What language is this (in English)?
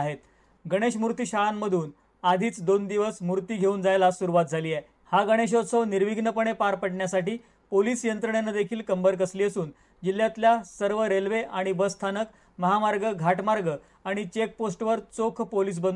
Marathi